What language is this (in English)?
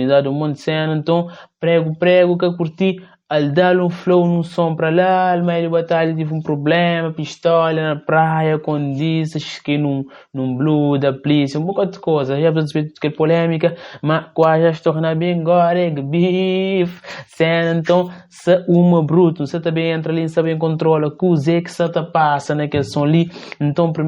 Kabuverdianu